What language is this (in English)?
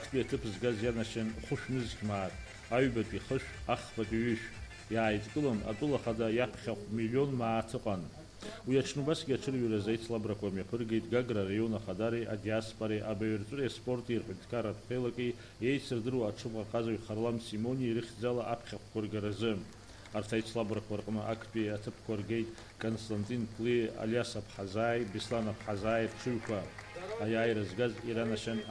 Abkhazian